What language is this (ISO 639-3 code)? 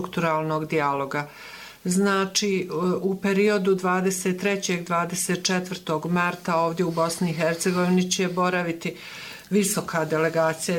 bos